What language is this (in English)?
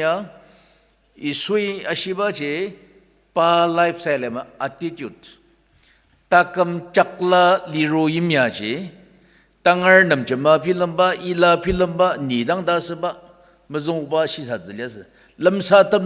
Ao Naga